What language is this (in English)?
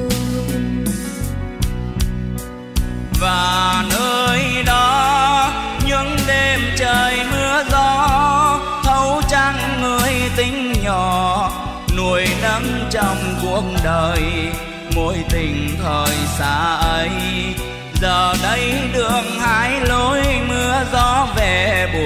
Vietnamese